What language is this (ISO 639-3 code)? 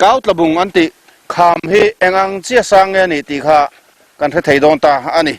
lus